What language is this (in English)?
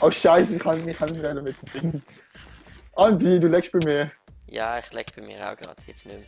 Swiss German